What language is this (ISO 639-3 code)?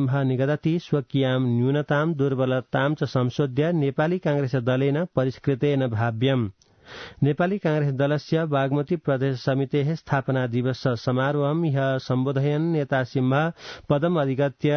san